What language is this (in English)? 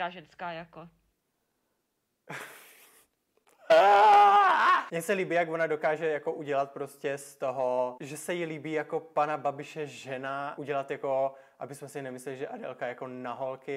Czech